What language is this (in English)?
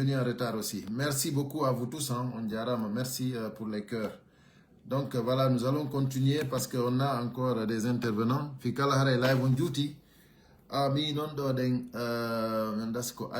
Pular